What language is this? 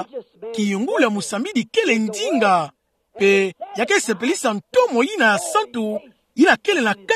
Kituba (Democratic Republic of Congo)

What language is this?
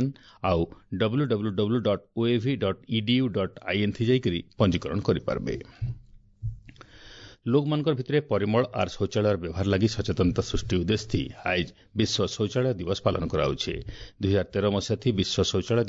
Odia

